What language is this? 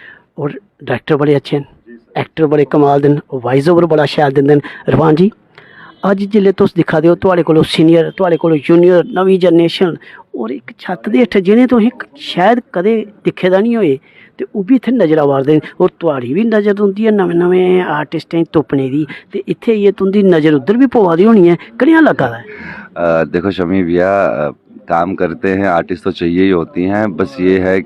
Dogri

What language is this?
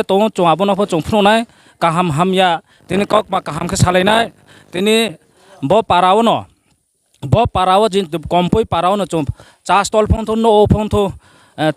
Riang (India)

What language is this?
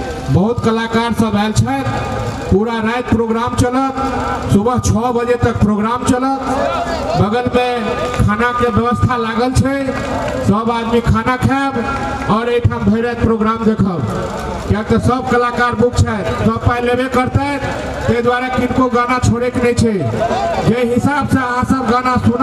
Maithili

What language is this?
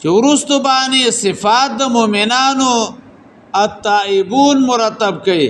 Pashto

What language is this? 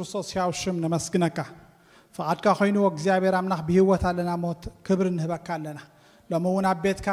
Tigrinya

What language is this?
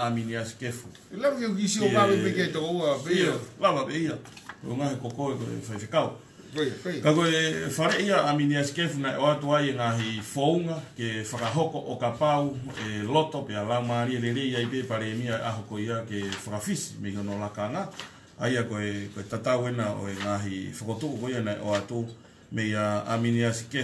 Tongan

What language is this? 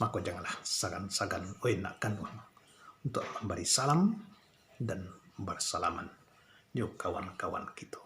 Minangkabau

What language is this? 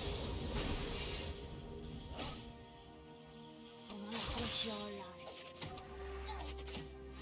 Turkish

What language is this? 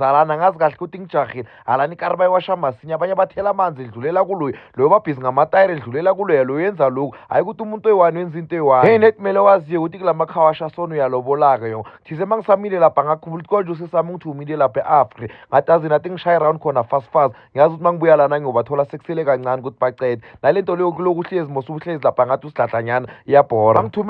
Zulu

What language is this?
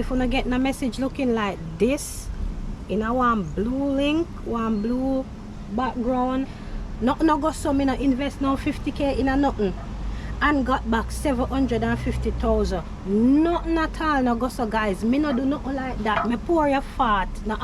Jamaican Creole English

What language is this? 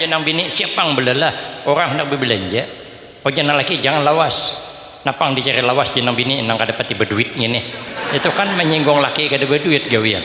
Banjar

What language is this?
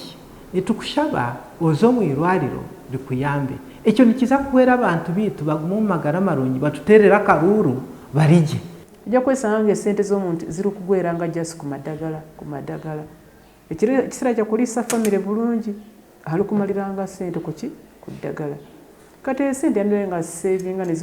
Nyankole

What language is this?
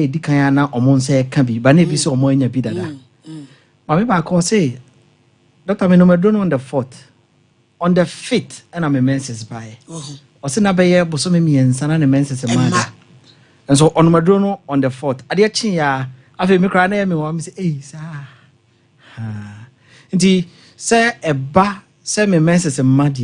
Akan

